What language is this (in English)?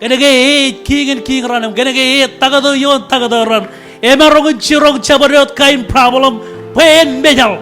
Marshallese